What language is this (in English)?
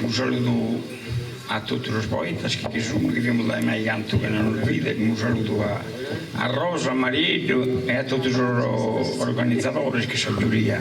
Sardinian